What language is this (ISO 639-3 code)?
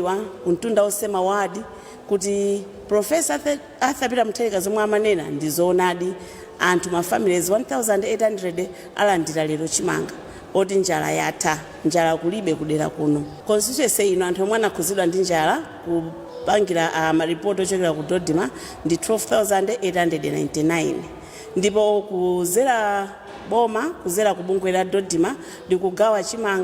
nya